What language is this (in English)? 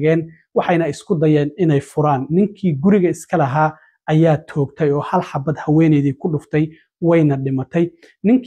Somali